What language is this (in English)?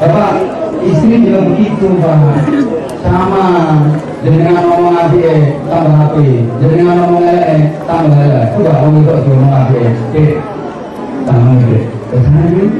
Javanese